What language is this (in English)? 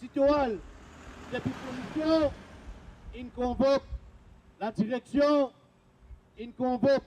Morisyen